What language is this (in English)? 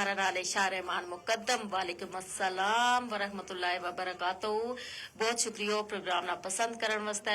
Gujari